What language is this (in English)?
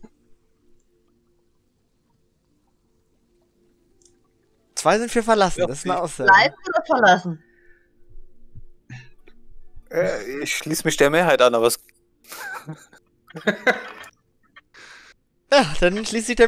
German